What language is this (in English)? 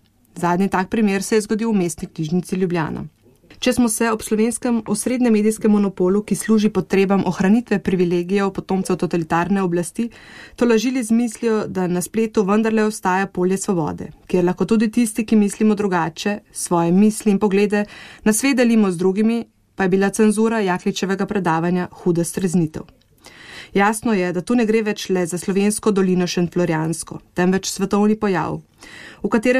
Slovenian